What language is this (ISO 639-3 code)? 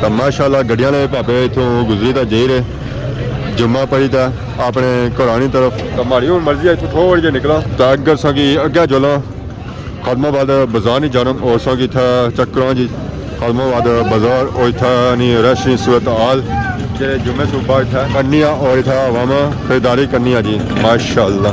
phr